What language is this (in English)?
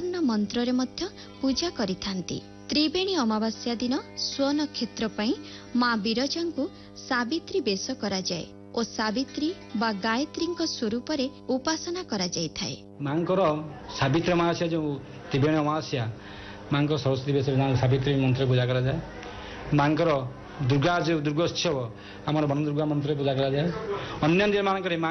Odia